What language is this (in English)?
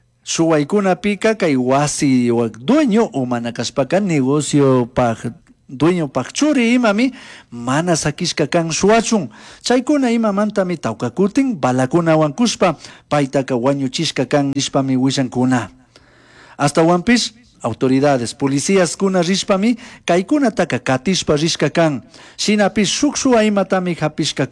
Chimborazo Highland Quichua